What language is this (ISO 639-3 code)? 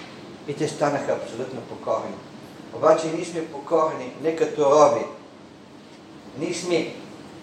bul